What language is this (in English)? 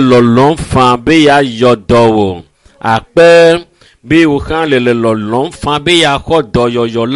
Ewe